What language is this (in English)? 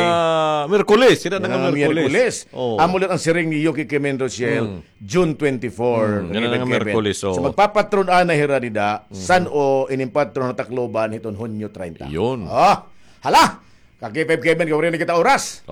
Waray